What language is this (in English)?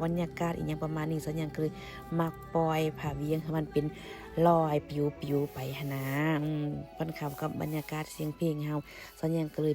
Lao